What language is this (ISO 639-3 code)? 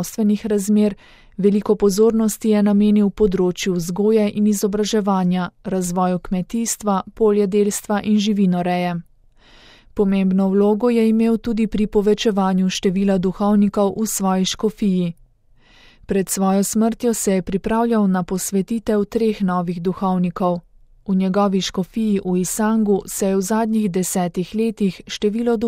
slv